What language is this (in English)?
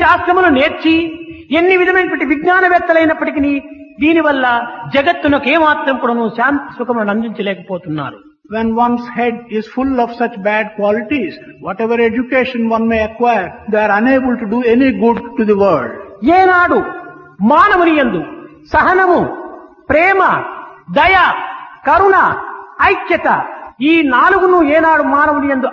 Telugu